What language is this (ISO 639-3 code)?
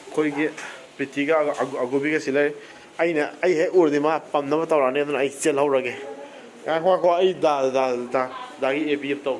mni